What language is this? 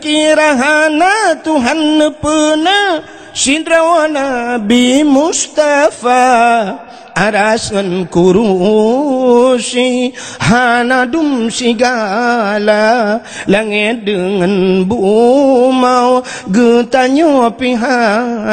Achinese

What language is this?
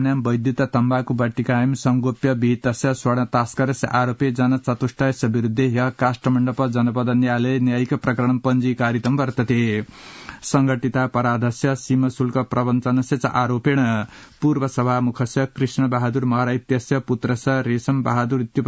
Sanskrit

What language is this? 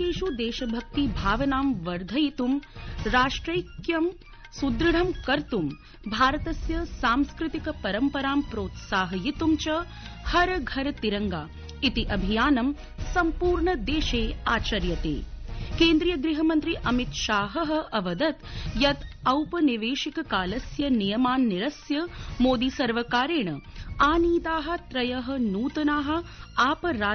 Sanskrit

